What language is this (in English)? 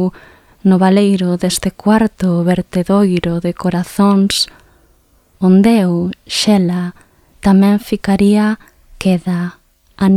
Galician